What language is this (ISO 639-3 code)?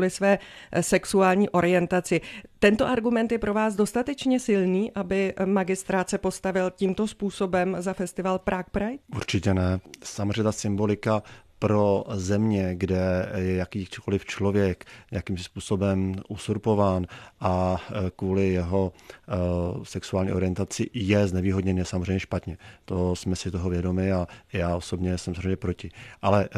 ces